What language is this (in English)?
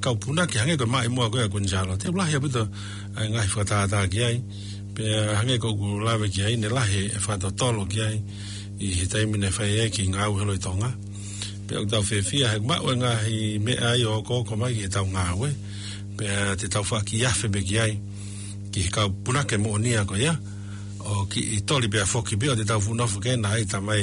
Tongan